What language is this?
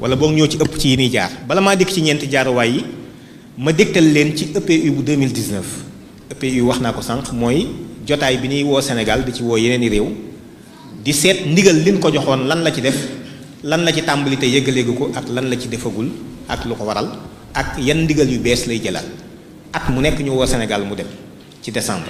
Wolof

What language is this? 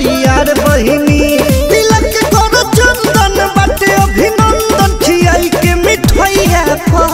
Bhojpuri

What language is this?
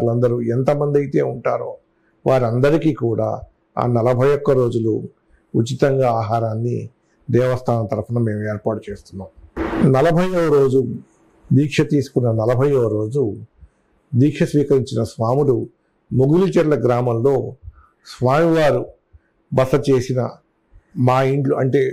Telugu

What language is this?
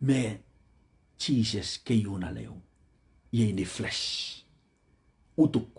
Pohnpeian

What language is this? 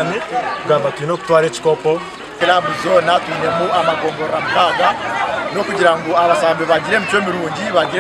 Nyankole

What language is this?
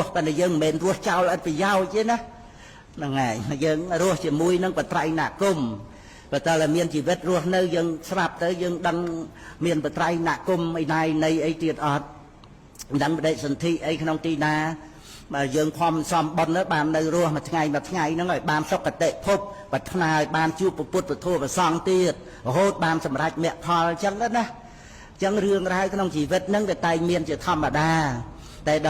Khmer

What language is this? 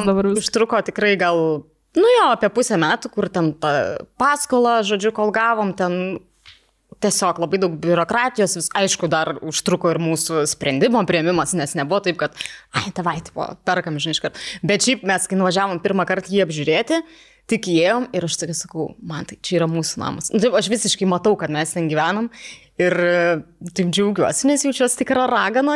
Lithuanian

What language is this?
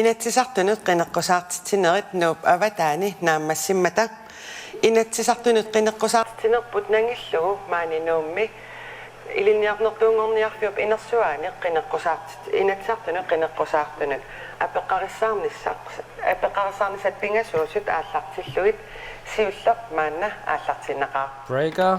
Kalaallisut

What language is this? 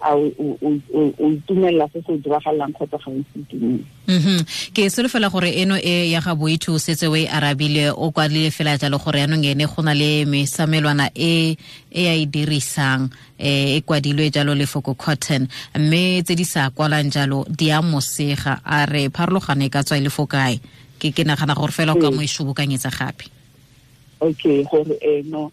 Tswana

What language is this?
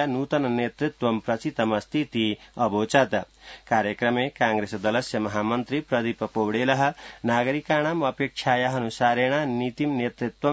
Sanskrit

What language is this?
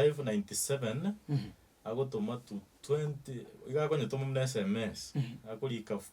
Gusii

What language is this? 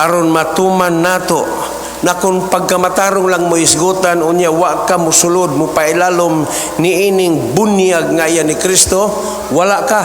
Cebuano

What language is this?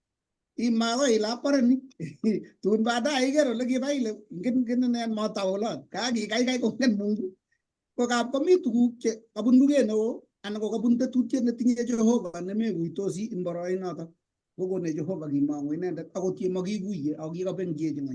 Kalenjin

